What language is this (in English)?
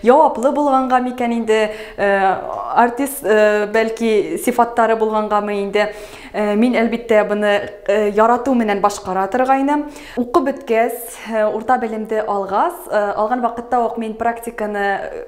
Bashkir